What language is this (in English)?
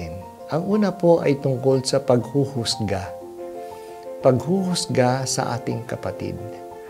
Filipino